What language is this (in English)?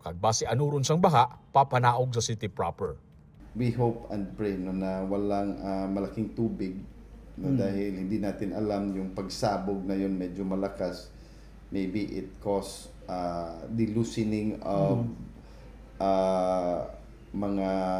Hiligaynon